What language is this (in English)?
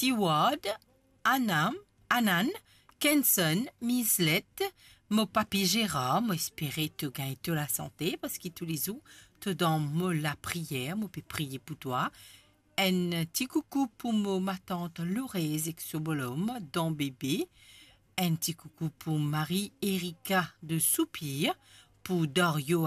Morisyen